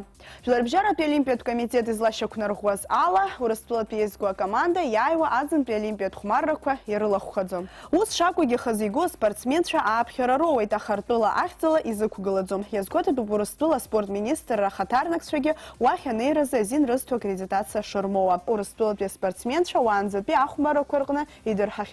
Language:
Abkhazian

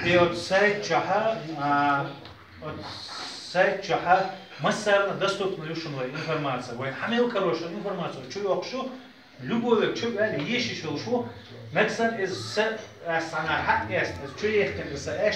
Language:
Chechen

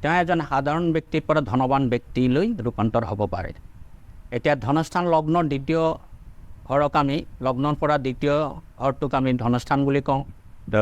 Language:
Assamese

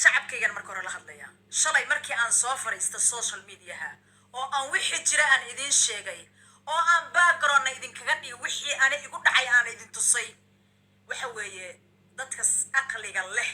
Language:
Somali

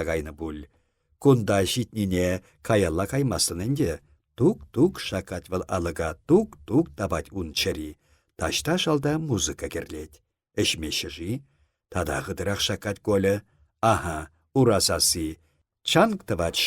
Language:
Chuvash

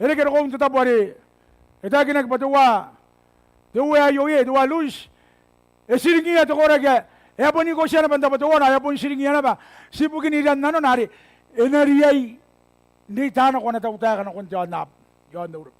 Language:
Gilbertese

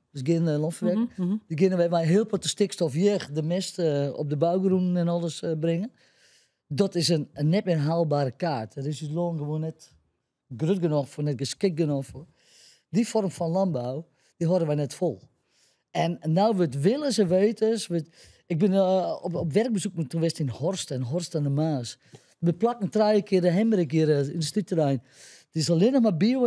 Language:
Western Frisian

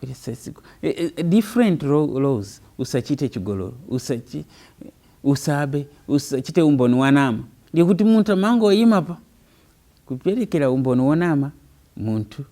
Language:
Nyanja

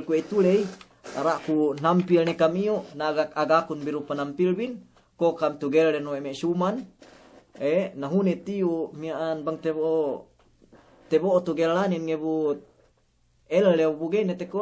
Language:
Yakan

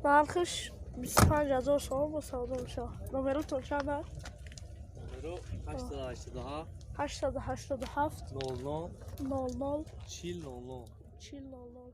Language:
Tajik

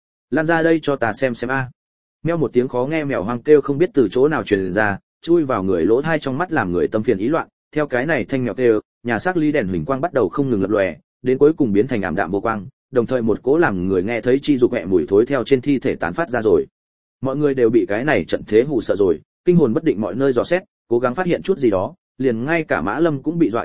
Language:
Vietnamese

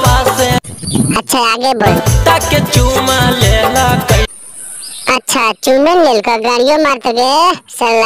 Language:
Magahi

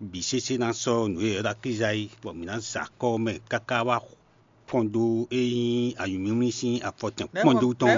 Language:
Fon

